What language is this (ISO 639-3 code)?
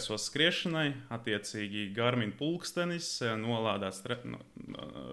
lav